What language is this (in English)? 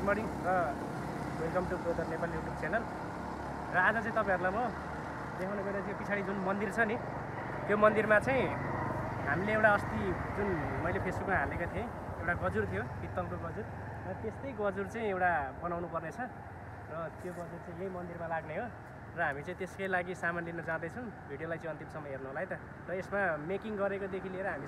Nepali